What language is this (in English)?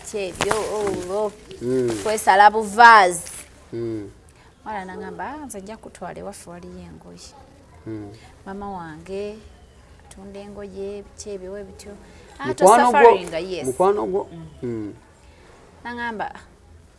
Ganda